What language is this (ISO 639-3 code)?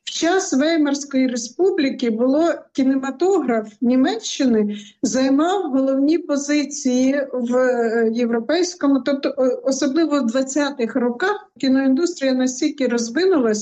ukr